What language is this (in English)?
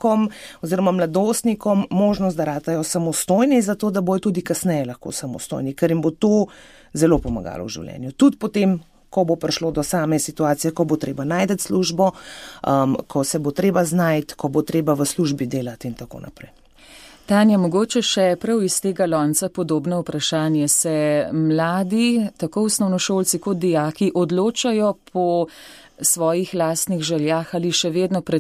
Slovenian